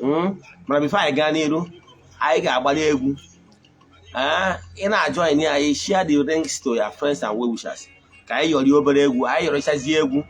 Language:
Igbo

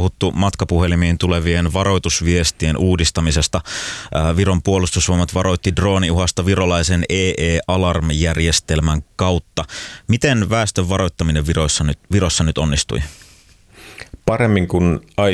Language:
Finnish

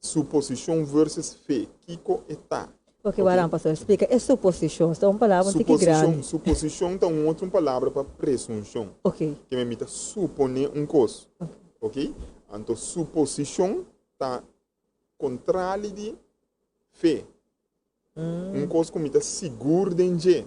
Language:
Papiamento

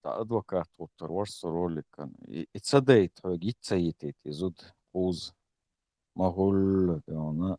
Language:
Chechen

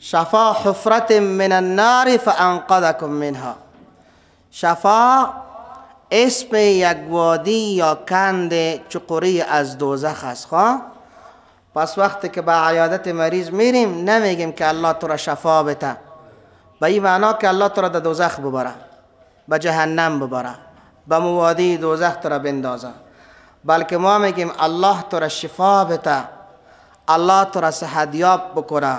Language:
Persian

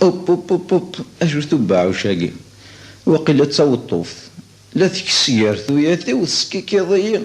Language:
Kabyle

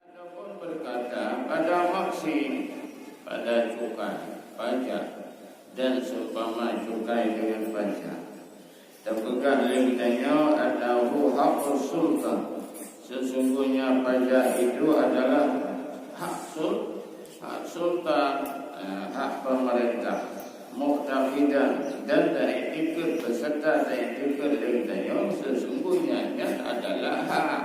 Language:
Achinese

